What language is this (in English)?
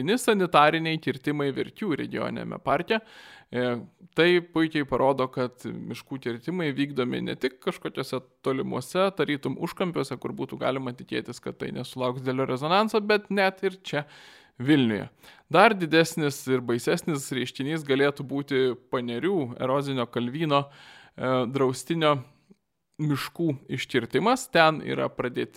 Lithuanian